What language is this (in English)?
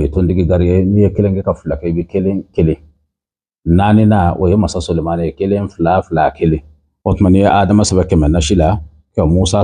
Bambara